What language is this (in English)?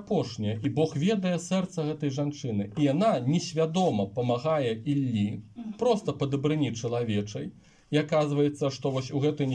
Belarusian